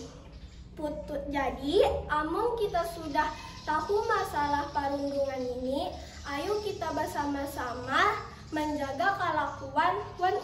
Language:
Banjar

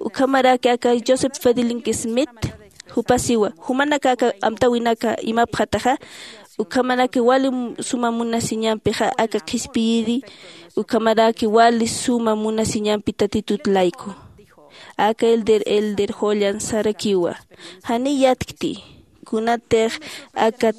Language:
Aymara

